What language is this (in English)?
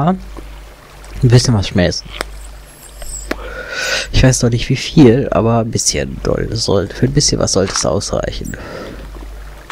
German